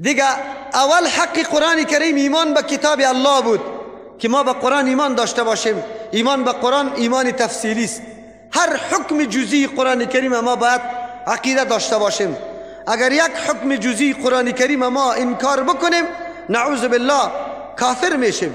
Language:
Persian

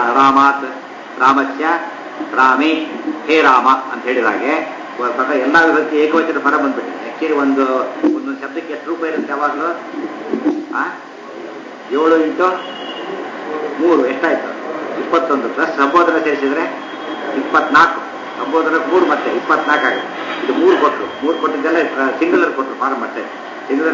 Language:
Kannada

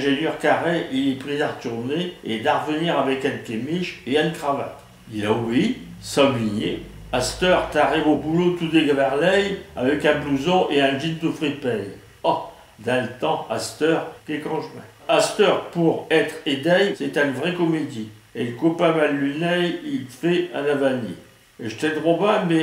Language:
Picard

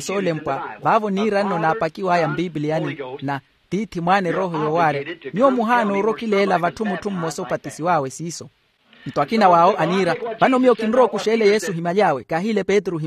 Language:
Makhuwa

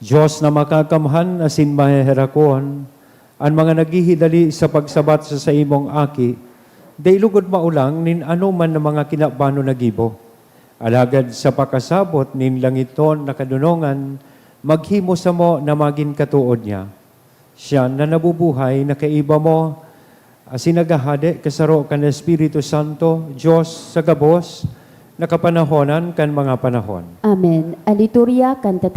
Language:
Bikol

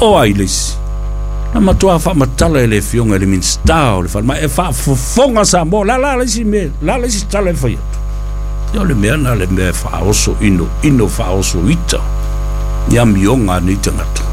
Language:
Samoan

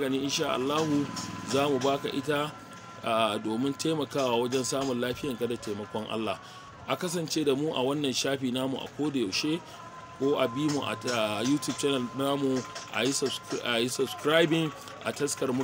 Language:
Hausa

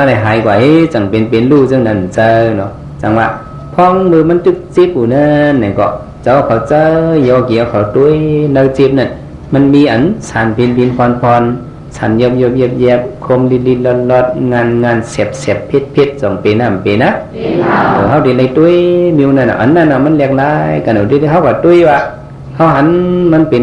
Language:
Shan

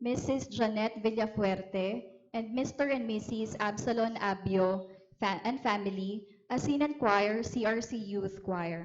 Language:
Bikol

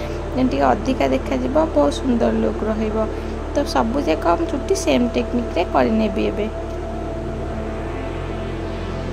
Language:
Odia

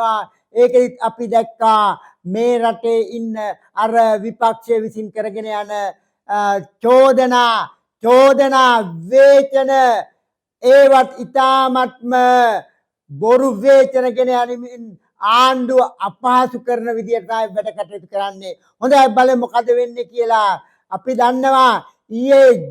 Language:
Sinhala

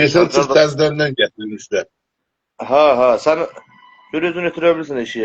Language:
South Azerbaijani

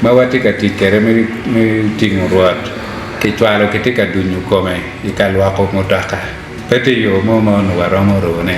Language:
Acoli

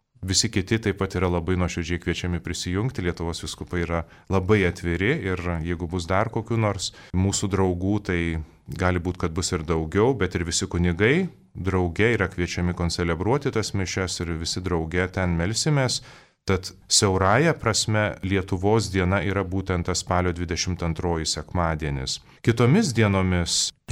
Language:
Lithuanian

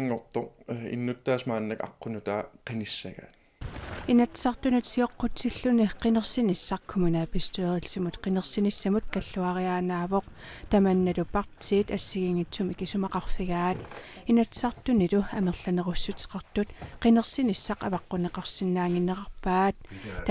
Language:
Kalaallisut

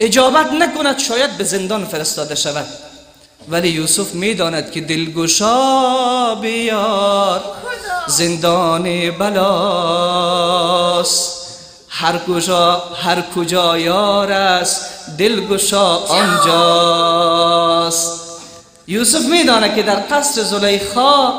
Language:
Persian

